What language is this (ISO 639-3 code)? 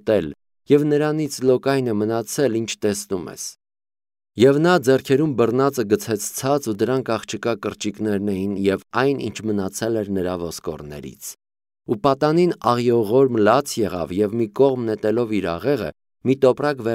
hye